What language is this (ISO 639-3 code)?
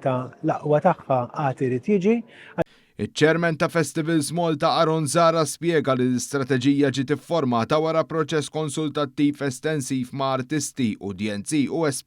mlt